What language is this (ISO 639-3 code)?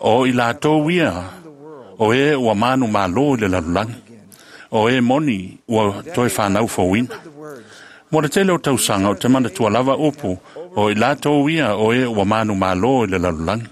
smo